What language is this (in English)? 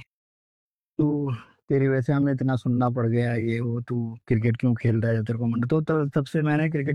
Hindi